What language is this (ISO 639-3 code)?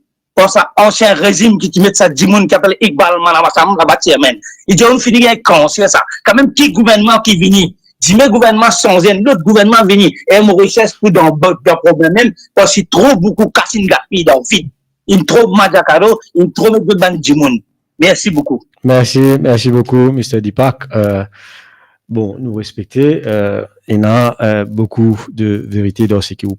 mfe